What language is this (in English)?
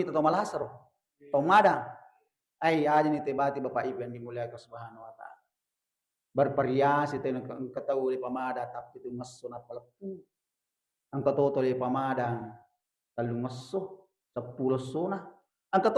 Buginese